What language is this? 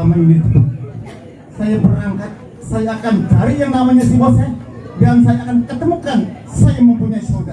Betawi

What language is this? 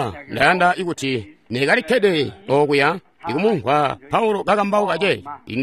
Tonga (Zambia)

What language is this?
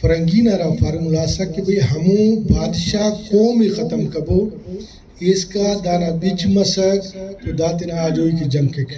Brahui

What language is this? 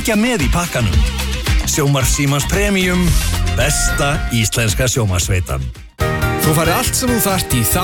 Icelandic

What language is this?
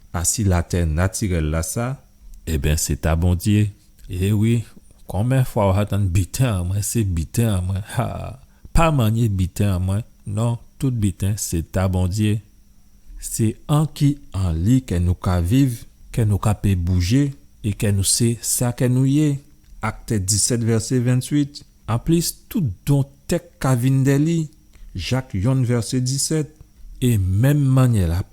Guadeloupean Creole French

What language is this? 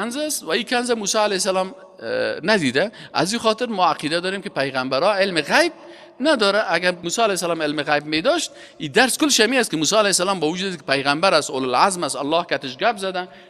Persian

